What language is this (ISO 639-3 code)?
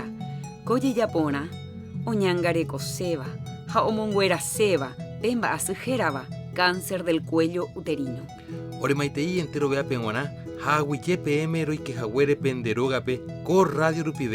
grn